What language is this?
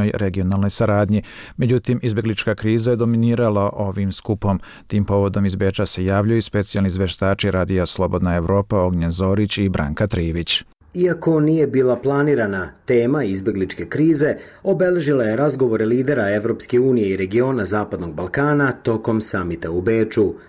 Serbian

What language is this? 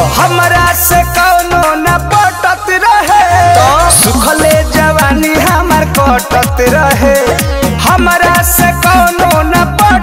Bhojpuri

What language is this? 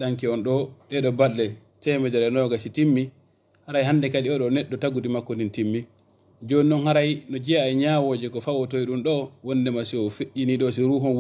Fula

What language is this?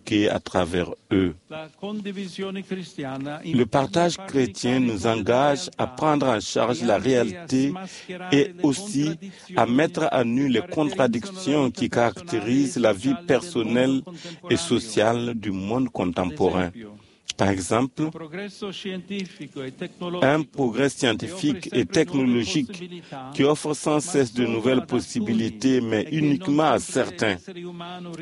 French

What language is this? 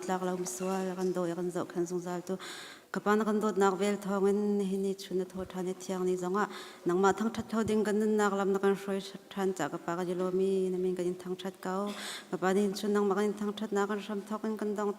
Hakha Chin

